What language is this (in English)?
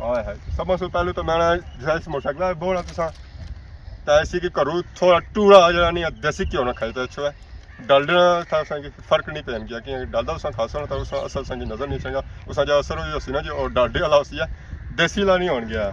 Pahari-Potwari